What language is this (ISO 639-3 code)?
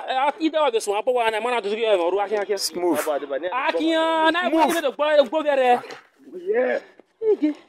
bin